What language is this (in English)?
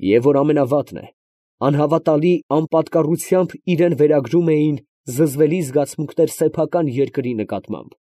Armenian